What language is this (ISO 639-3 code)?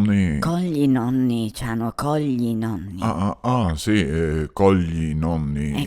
vec